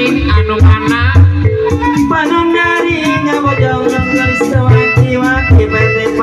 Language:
Betawi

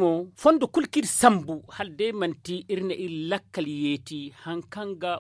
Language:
Zarma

